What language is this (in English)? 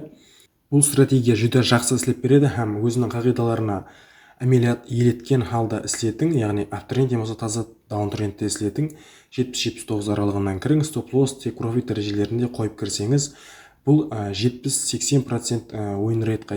Kara-Kalpak